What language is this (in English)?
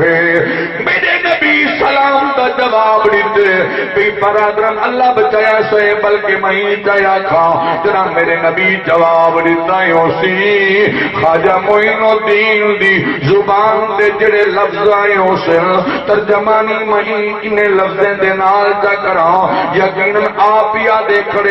Saraiki